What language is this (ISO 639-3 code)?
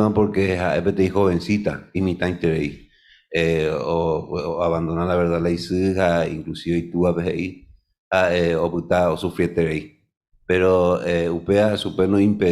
grn